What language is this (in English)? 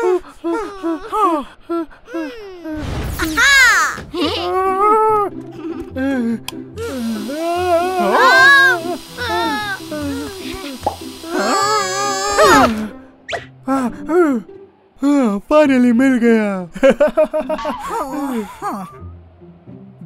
Hindi